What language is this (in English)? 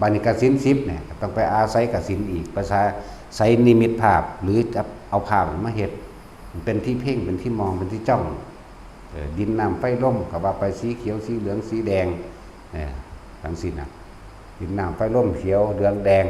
Northeastern Thai